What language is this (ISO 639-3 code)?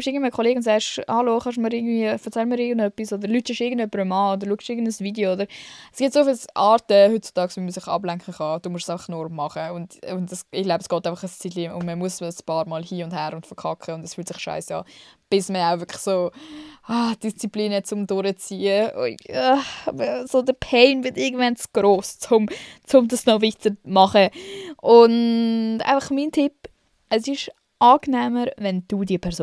gsw